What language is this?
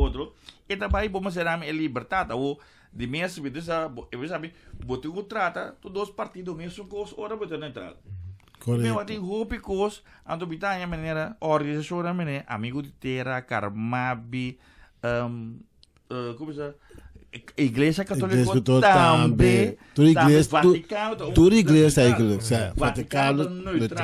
Papiamento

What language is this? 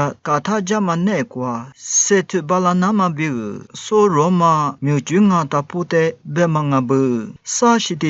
Lisu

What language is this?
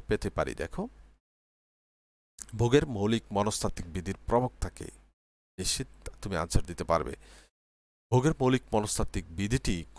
Bangla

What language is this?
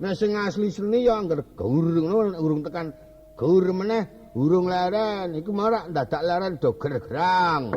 Javanese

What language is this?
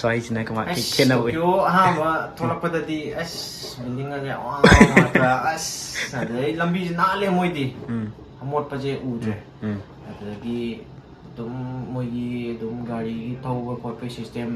Manipuri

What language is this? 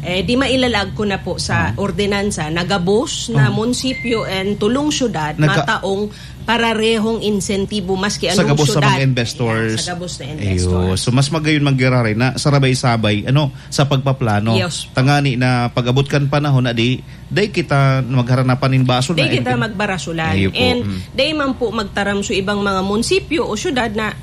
Bikol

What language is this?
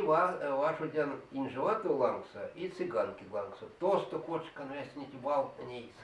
Erzya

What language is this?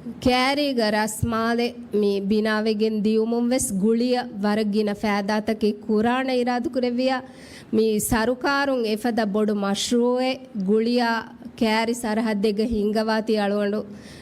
Divehi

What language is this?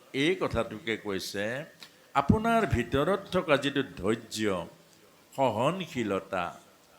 Assamese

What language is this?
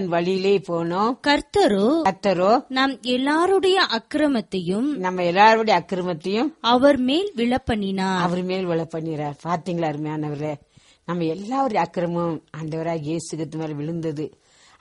Tamil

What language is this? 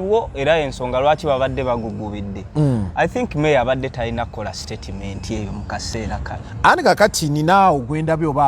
Ganda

